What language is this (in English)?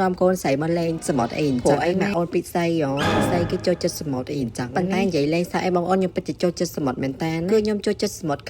Khmer